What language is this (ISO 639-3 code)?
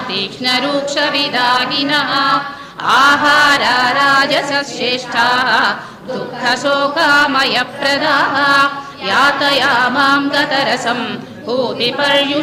san